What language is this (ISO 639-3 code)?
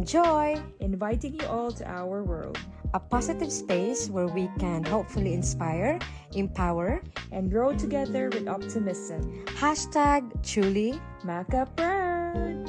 ceb